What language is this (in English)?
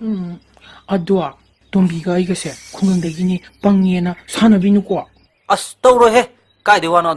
Manipuri